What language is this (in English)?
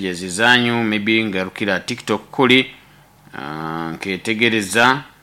Nyoro